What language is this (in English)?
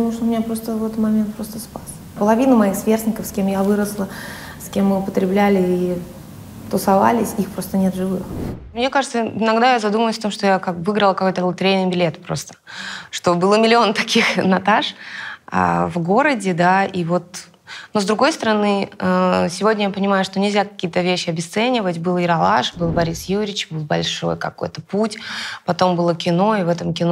Russian